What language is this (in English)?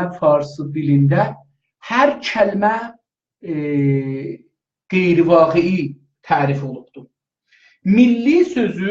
South Azerbaijani